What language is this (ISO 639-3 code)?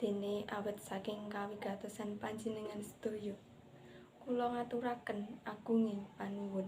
jav